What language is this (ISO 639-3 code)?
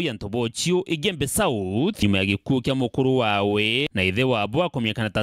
mer